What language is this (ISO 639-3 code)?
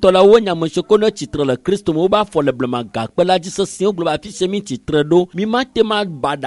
ewe